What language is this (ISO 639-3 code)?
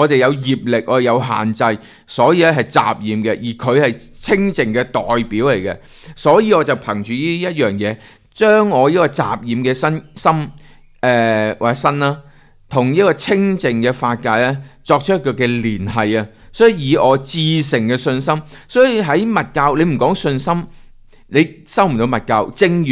yue